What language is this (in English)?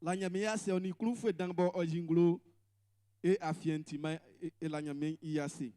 Baoulé